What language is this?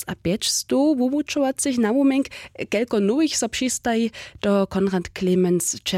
Upper Sorbian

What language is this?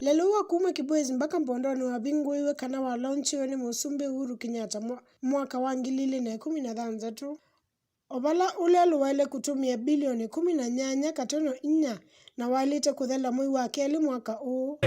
Kamba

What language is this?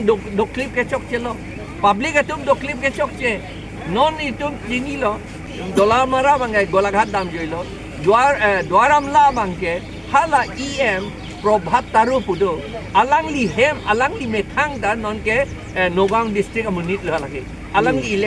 Karbi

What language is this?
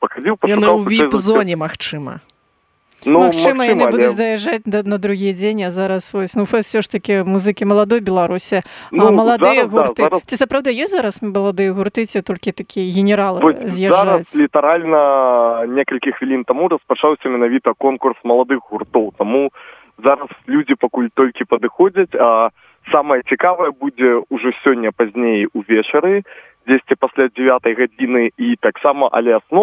Belarusian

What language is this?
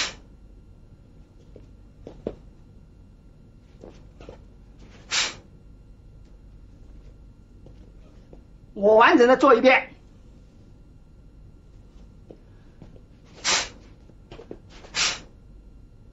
Chinese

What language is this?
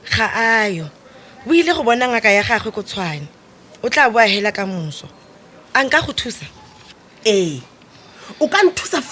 Tswana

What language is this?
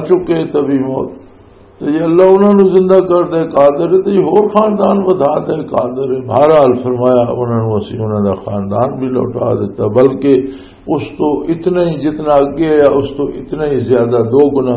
Western Panjabi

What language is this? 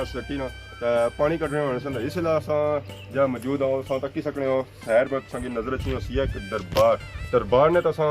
Pahari-Potwari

